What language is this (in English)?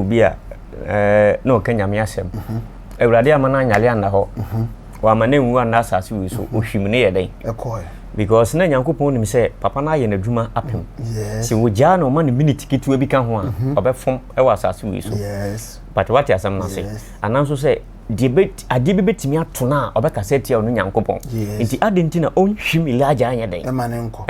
Akan